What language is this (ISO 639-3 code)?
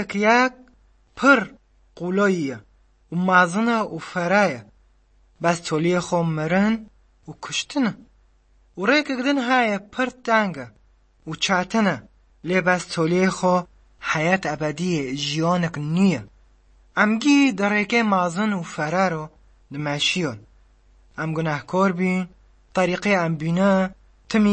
kur